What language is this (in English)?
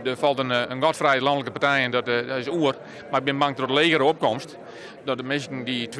Western Frisian